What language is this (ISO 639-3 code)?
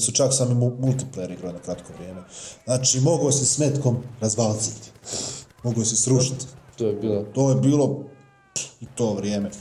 bos